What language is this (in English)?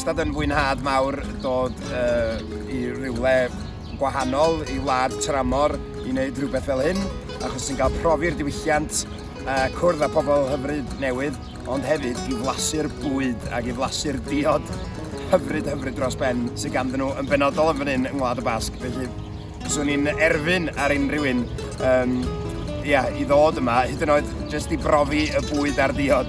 Welsh